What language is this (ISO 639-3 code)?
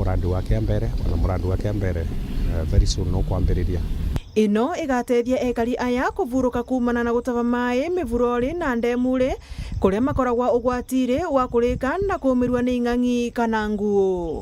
mer